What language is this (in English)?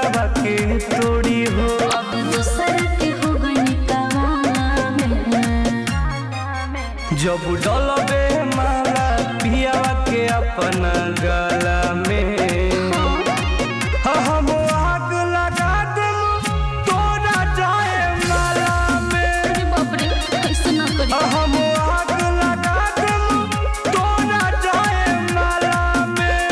Bhojpuri